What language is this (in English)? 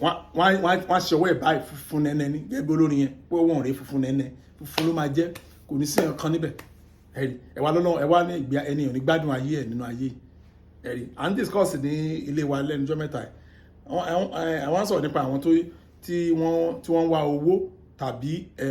Yoruba